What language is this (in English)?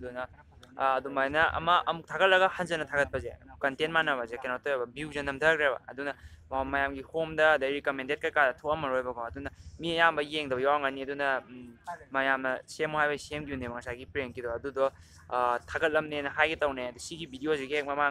Manipuri